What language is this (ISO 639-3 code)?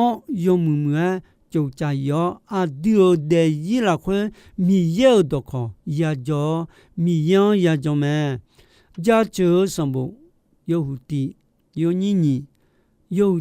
ahk